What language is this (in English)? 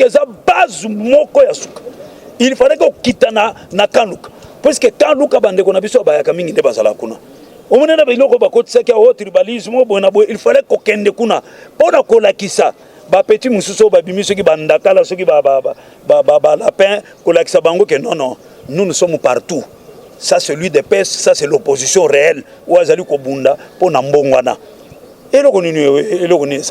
Lingala